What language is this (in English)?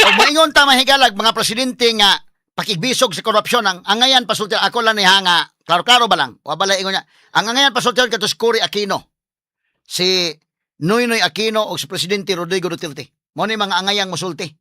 Cebuano